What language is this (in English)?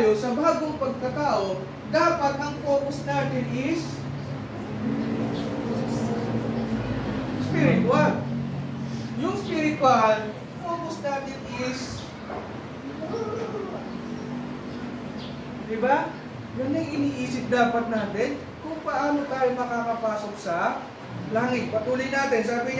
Filipino